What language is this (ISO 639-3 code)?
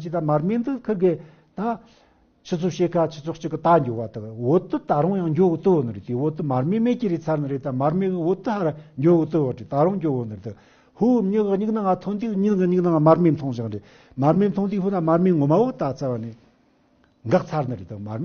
bod